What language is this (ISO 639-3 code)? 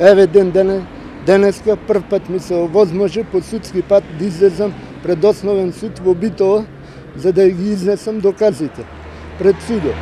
mkd